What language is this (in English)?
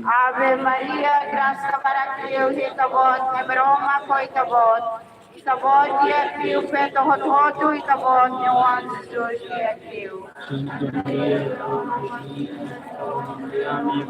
Tetum